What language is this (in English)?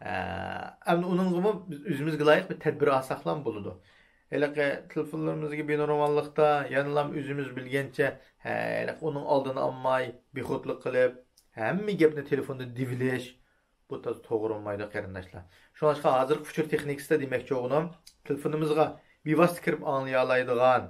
Uyghur